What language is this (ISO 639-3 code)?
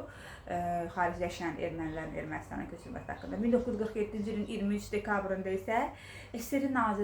aze